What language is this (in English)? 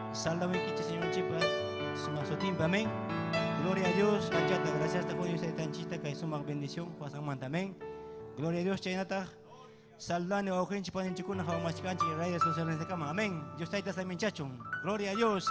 Ayacucho Quechua